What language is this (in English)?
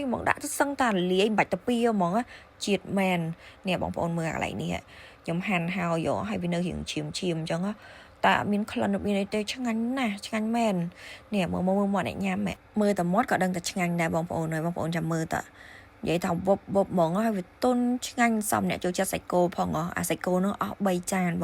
Khmer